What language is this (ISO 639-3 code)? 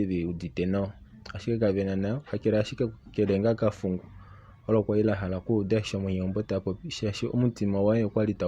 kua